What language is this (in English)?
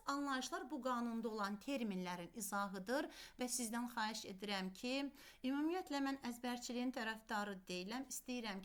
Azerbaijani